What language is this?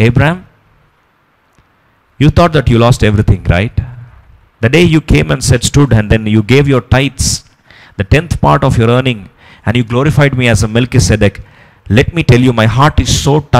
English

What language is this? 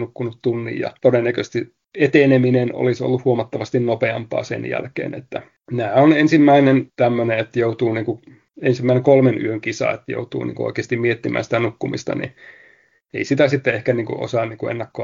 Finnish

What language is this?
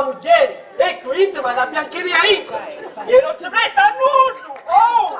Sicilian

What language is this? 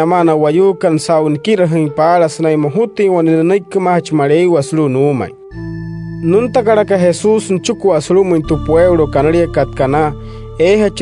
Wayuu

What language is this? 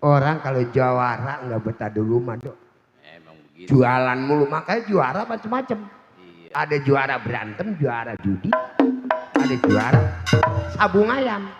Betawi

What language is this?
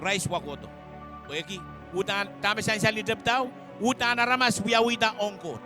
Pohnpeian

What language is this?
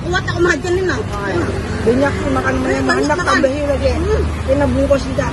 Banjar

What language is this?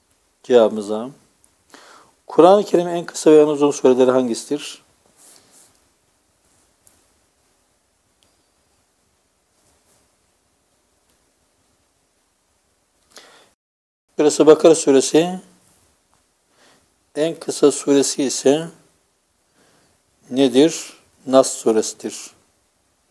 Turkish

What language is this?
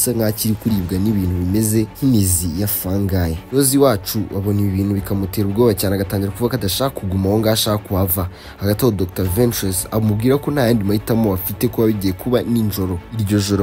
Kinyarwanda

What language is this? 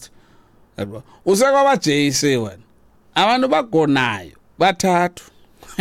Xhosa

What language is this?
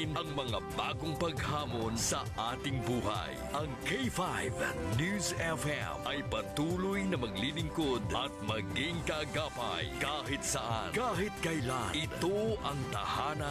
Filipino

